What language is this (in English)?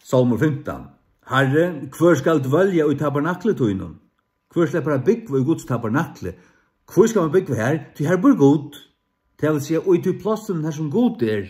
Faroese